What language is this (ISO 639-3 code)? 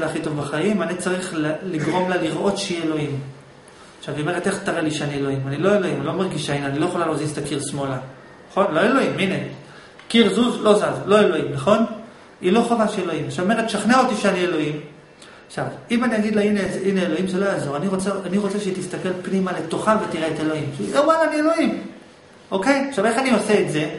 heb